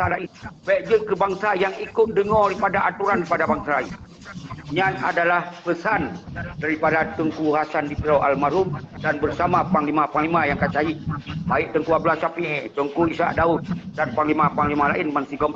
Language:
Achinese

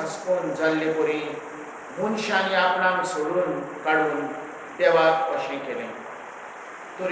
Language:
Konkani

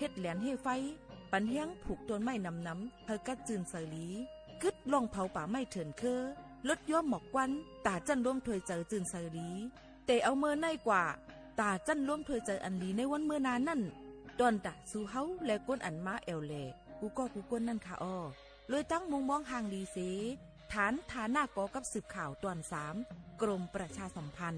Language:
Shan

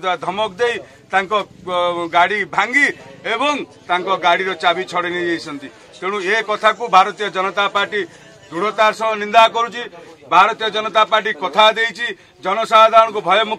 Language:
Odia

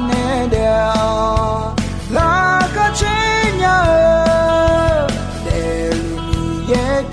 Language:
Akha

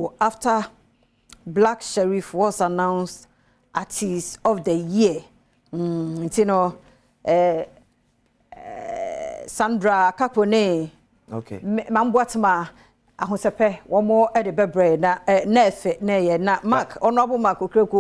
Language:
Akan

